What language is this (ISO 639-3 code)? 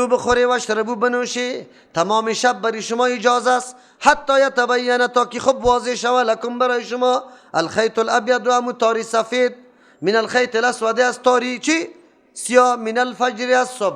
fas